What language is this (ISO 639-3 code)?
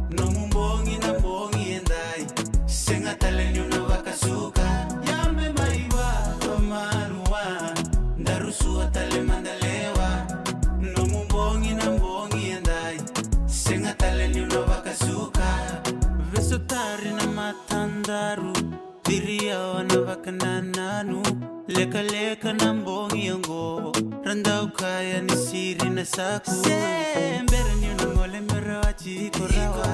fij